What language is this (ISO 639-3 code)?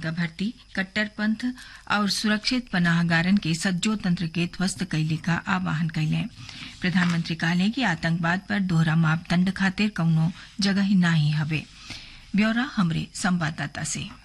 bho